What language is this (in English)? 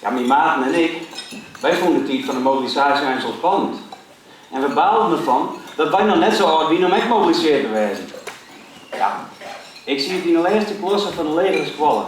Western Frisian